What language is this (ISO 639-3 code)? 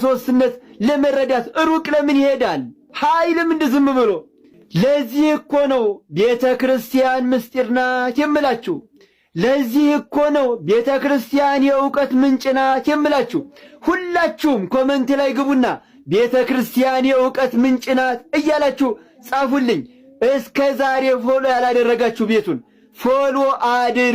amh